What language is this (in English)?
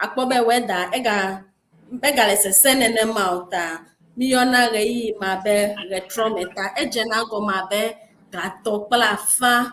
Ewe